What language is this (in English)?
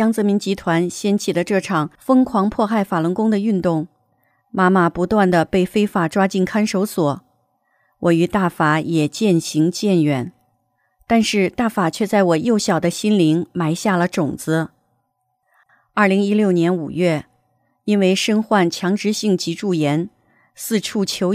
Chinese